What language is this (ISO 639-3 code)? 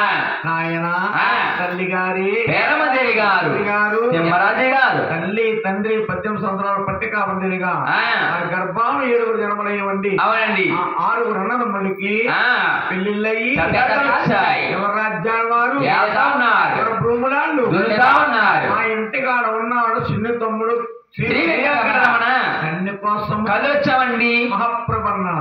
tel